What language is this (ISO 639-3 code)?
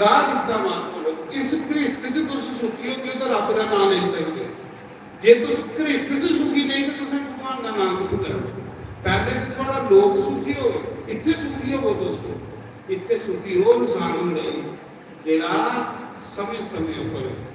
doi